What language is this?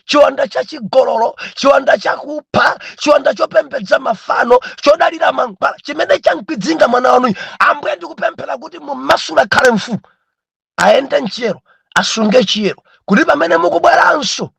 Nyanja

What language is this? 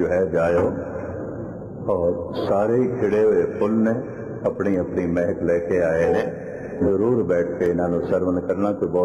Punjabi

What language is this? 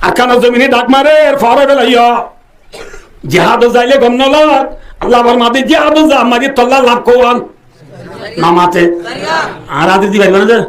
Rohingya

